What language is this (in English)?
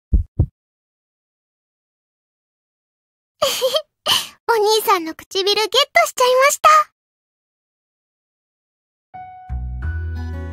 Japanese